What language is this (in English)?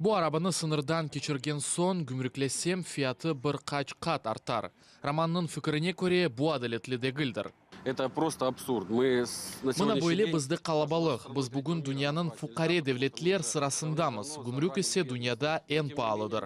Crimean Tatar